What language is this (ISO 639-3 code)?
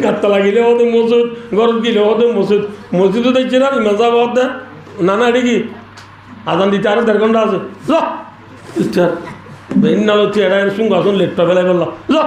rhg